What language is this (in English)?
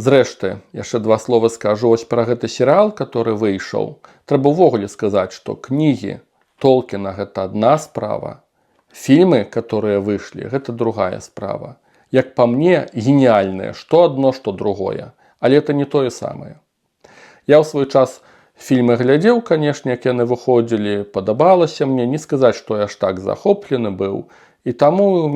Belarusian